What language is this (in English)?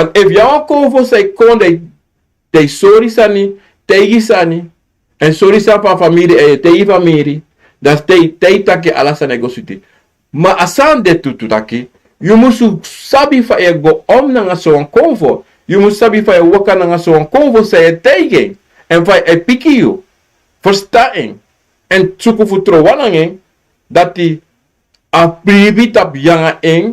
Sranan Tongo